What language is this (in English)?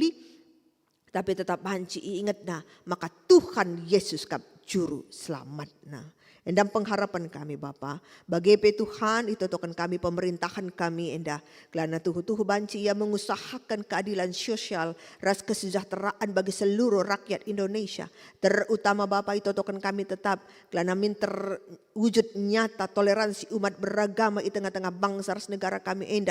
Batak Karo